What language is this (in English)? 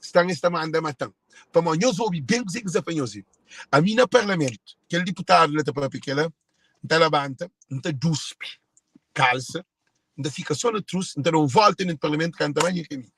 Kabuverdianu